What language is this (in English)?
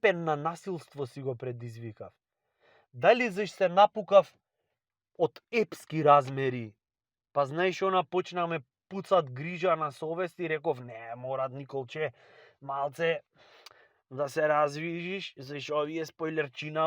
Macedonian